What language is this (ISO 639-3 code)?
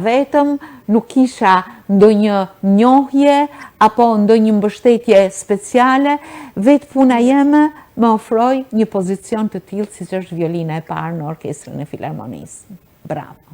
sqi